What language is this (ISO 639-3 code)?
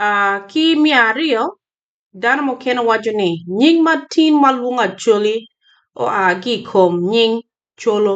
ach